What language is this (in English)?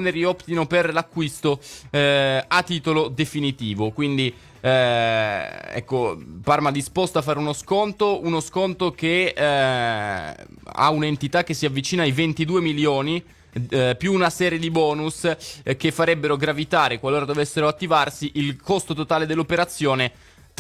Italian